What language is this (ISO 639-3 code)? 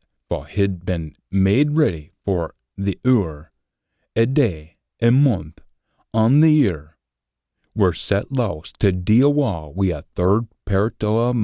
sco